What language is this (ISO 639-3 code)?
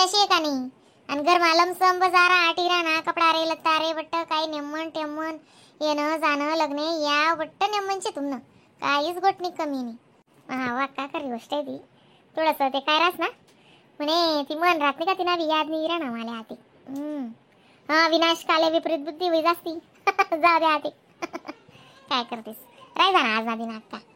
khn